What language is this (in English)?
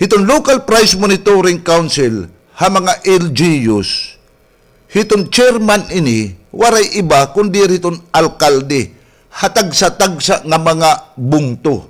Waray